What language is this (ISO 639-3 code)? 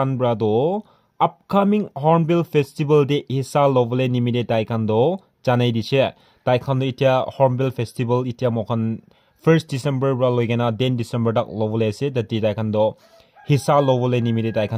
nag